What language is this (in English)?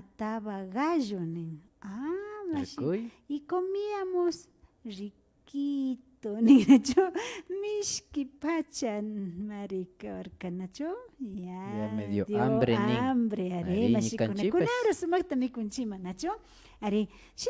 Imbabura Highland Quichua